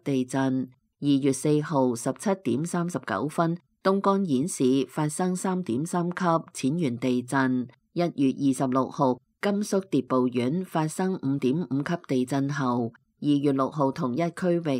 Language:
Cantonese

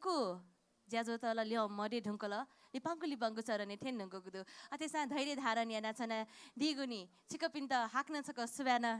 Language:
Newari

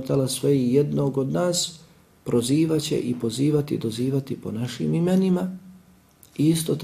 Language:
Bosnian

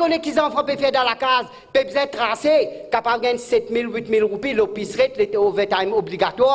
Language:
Morisyen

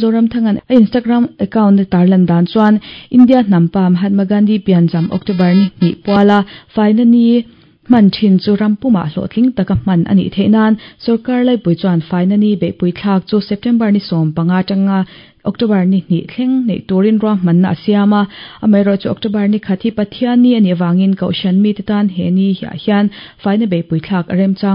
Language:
Mizo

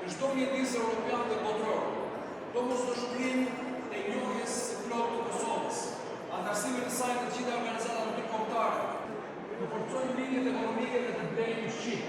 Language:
Albanian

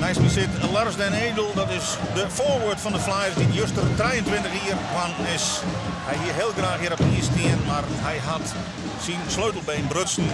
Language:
Western Frisian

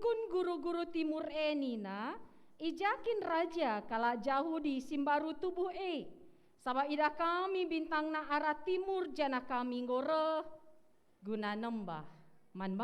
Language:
Batak Karo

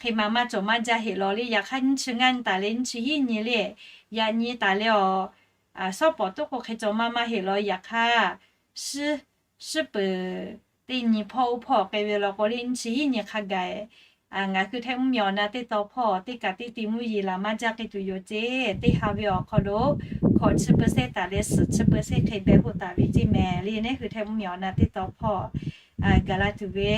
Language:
Lahu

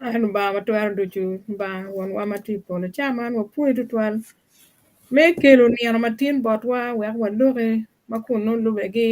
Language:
Acoli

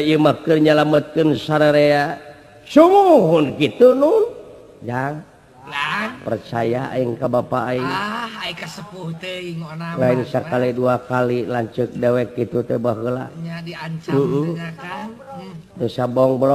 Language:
Sundanese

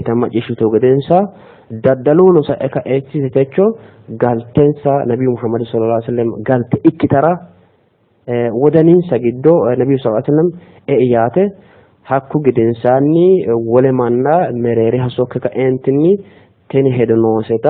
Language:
Sidamo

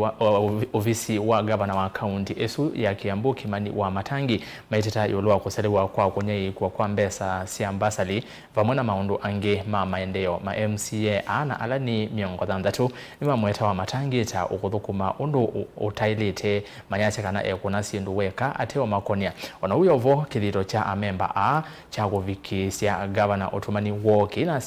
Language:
Kamba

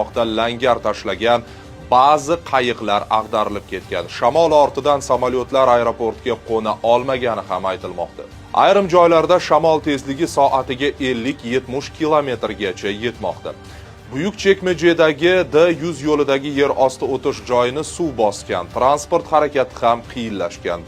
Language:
Uzbek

